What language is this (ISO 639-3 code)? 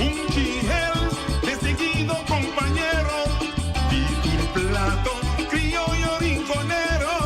pap